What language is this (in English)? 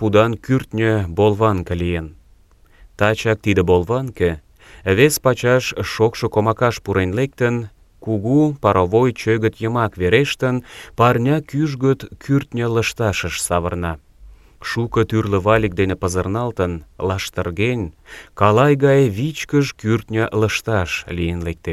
Mari